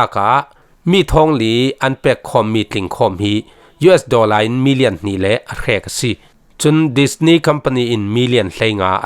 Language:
Falam Chin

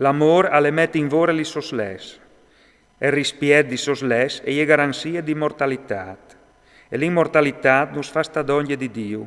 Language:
Friulian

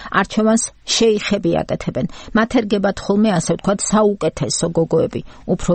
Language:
Georgian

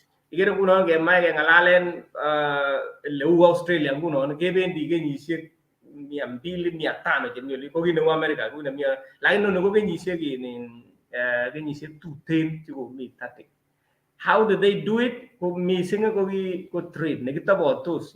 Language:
Kalenjin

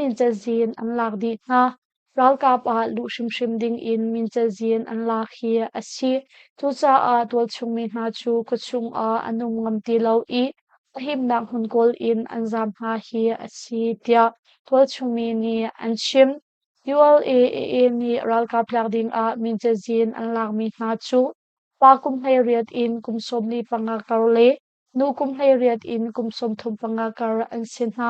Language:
Hakha Chin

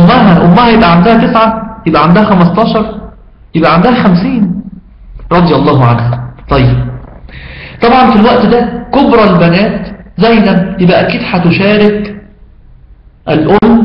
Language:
Egyptian Arabic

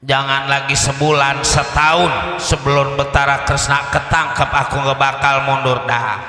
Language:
Betawi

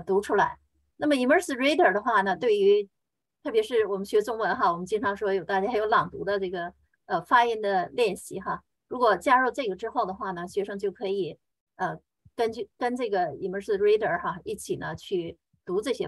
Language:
Chinese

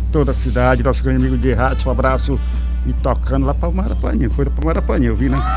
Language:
Portuguese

